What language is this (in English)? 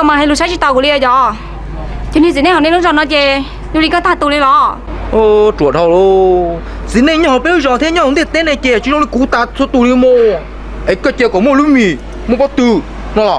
Hmong